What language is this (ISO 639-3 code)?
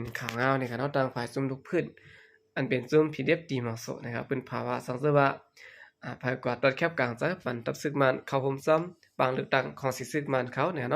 shn